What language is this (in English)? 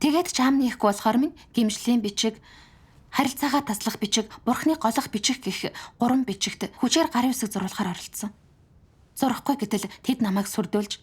Mongolian